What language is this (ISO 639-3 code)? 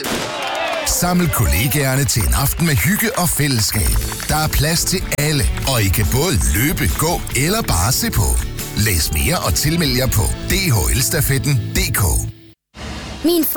dan